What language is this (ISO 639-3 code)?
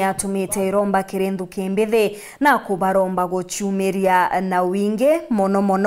mer